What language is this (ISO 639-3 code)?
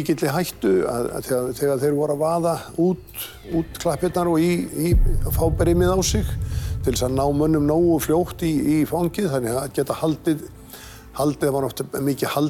isl